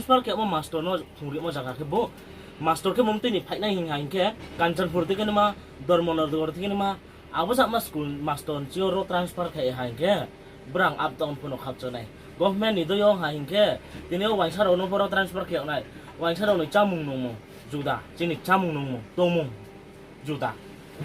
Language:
Riang (India)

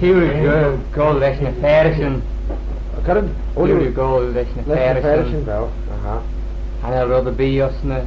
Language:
Manx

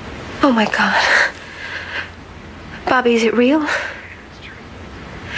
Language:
English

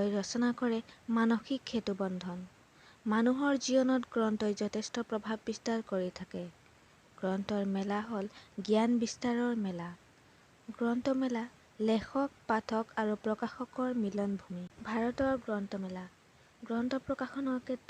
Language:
Assamese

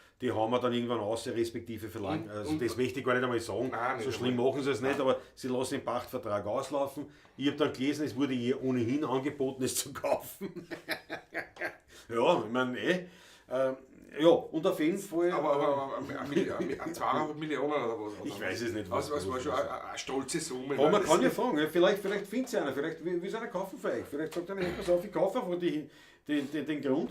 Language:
Bavarian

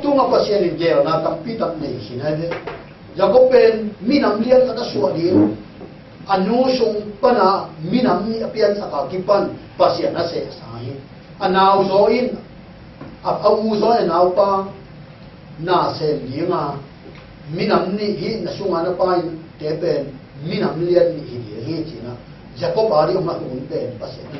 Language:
Tedim Chin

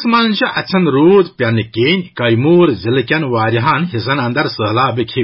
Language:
Kashmiri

